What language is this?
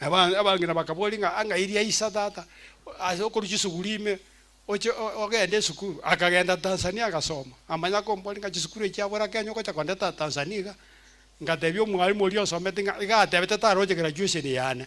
Gusii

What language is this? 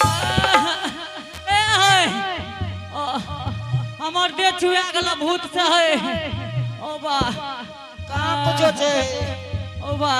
Angika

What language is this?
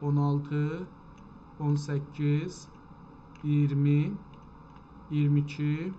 South Azerbaijani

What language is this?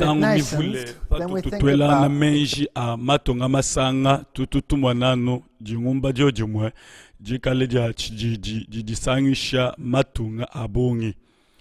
Luba-Lulua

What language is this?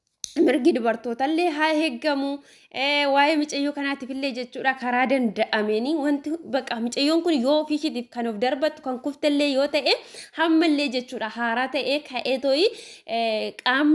Oromo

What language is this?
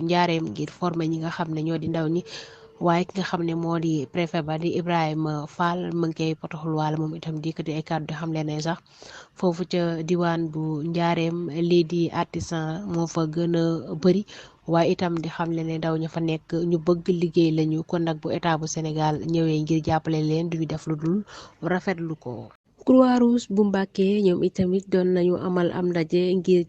Wolof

